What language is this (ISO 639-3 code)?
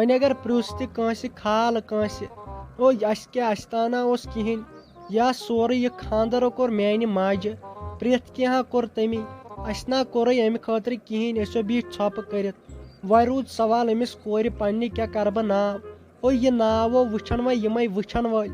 kas